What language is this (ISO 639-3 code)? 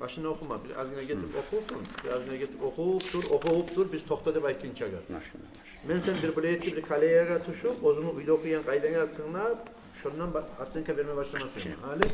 kum